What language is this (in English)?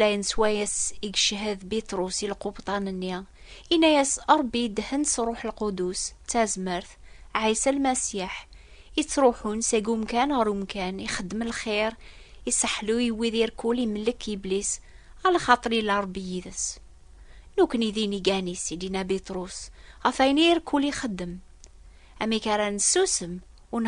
Kabyle